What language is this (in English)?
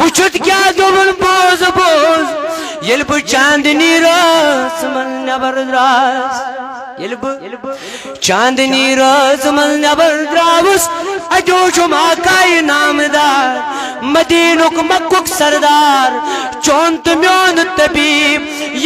Kashmiri